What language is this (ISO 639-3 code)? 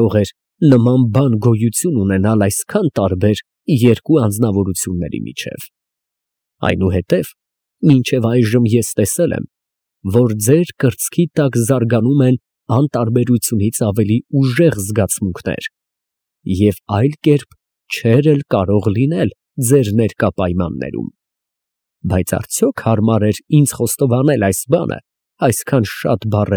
hye